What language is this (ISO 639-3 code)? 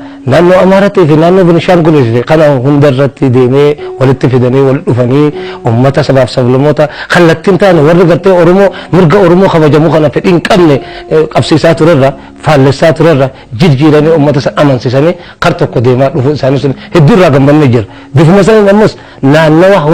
orm